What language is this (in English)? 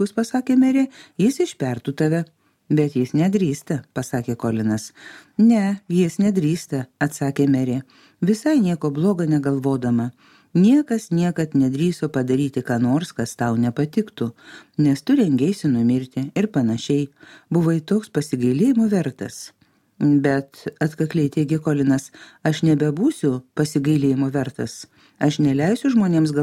Lithuanian